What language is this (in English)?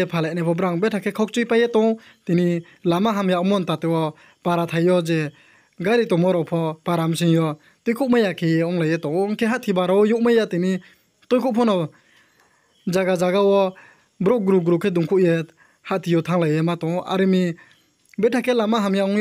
Riang (India)